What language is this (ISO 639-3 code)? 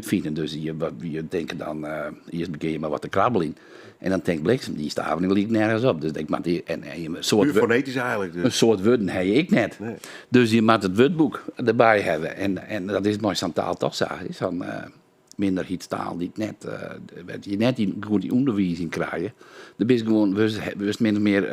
fry